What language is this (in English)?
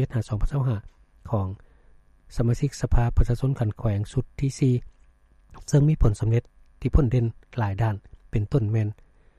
Lao